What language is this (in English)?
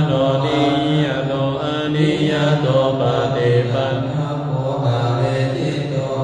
Pali